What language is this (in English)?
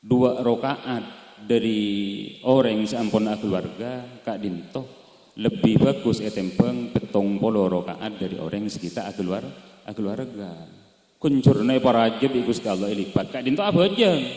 Madurese